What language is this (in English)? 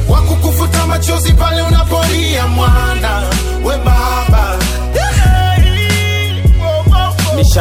Swahili